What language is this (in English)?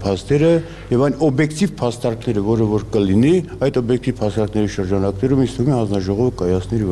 Armenian